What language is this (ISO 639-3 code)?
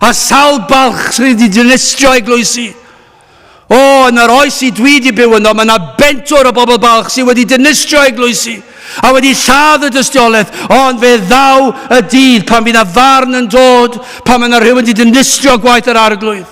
cym